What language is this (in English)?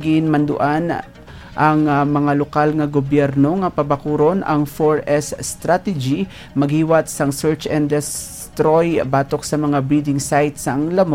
Hiligaynon